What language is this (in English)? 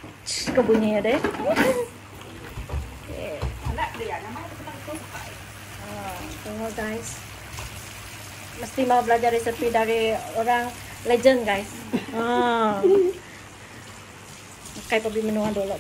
Malay